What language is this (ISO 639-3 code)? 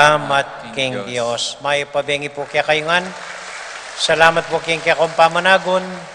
pam